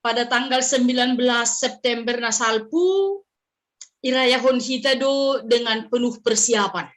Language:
Batak Simalungun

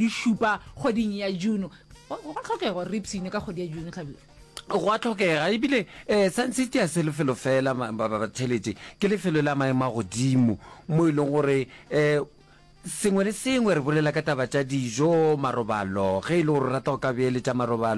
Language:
Northern Sotho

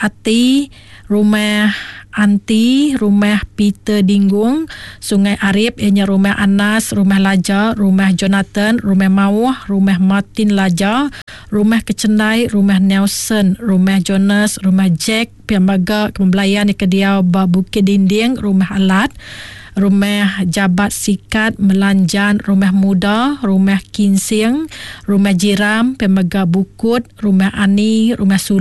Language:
Iban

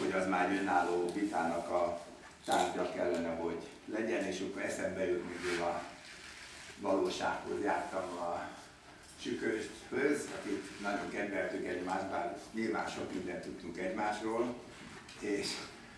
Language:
Hungarian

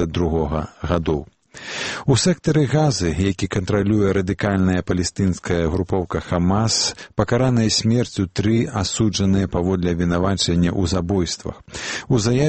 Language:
Belarusian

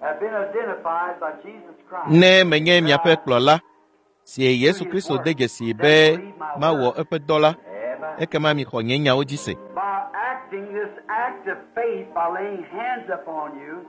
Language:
Ewe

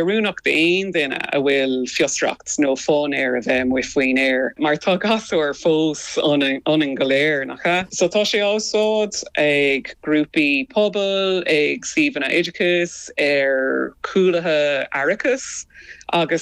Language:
Irish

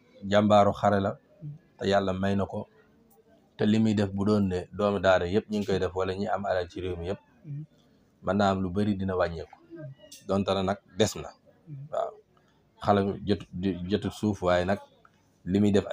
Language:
Wolof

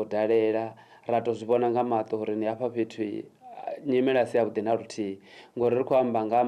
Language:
Venda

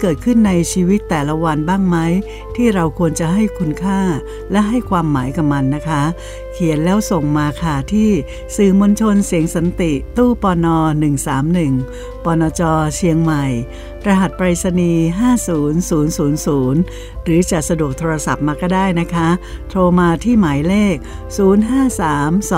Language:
Thai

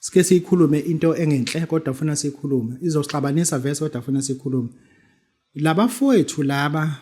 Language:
Zulu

